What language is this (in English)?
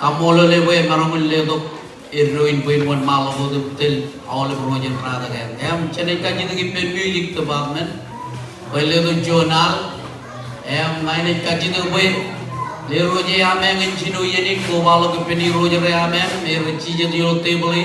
Marshallese